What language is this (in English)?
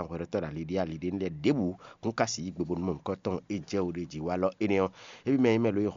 Fon